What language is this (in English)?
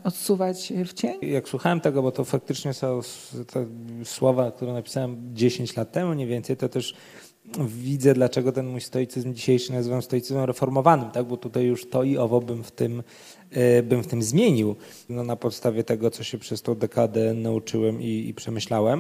Polish